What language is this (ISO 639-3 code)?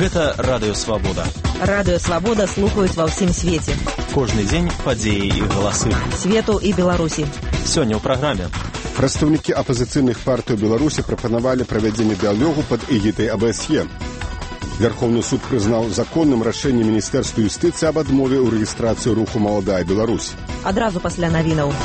bel